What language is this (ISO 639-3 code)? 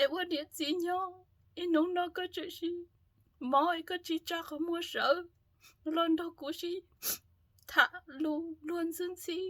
hmn